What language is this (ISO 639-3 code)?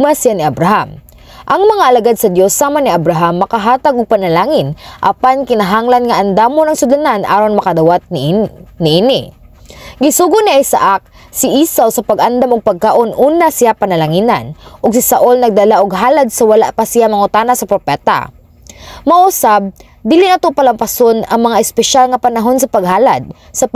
ceb